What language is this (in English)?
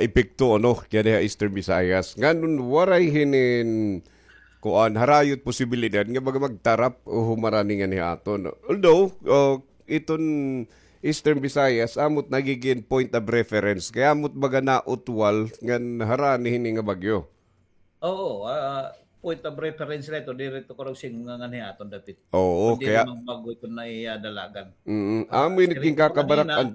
Waray